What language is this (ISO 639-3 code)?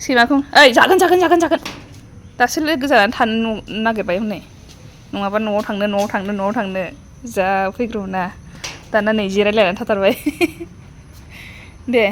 brx